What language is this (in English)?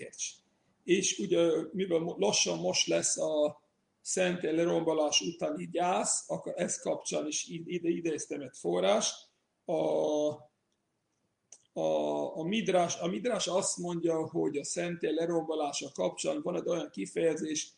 Hungarian